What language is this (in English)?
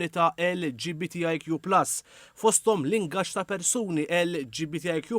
Maltese